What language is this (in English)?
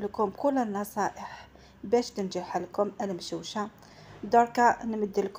Algerian Arabic